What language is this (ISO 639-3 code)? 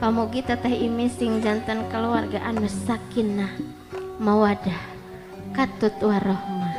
sun